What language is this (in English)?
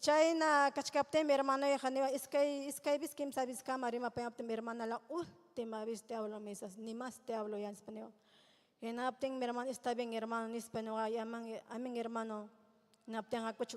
Ayacucho Quechua